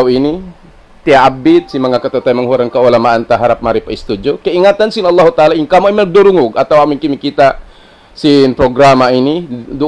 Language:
Tausug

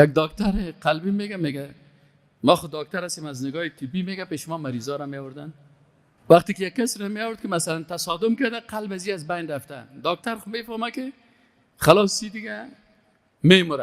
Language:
Persian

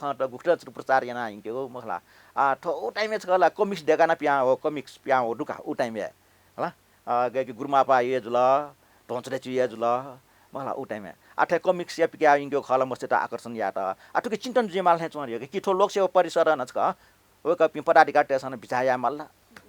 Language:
Newari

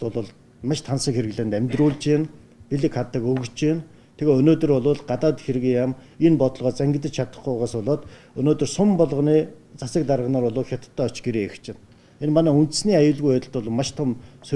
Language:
Mongolian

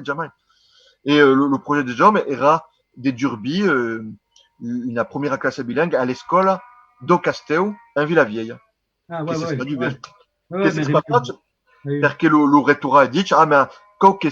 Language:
Occitan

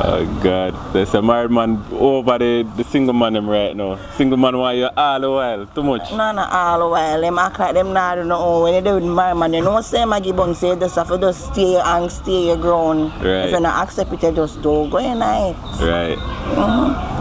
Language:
Jamaican Creole English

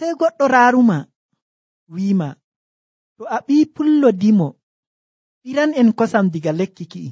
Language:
Nigerian Fulfulde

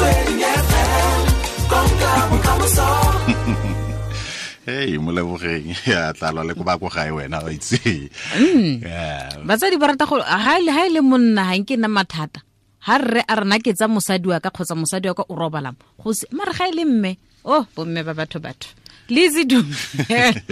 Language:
Tswana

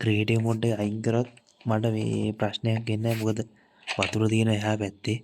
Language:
Sinhala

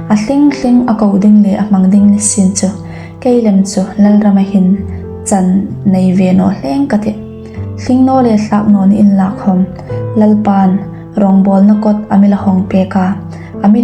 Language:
Hmar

